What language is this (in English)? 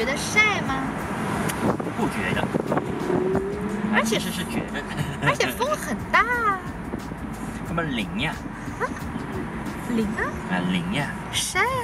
Chinese